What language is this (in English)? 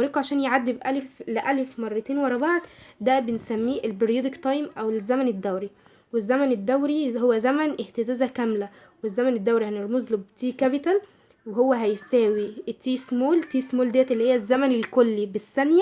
Egyptian Arabic